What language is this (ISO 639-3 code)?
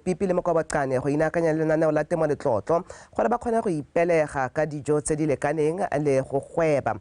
tsn